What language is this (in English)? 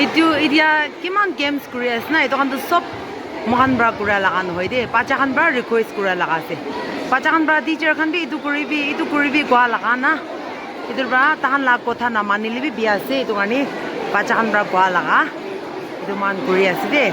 Naga Pidgin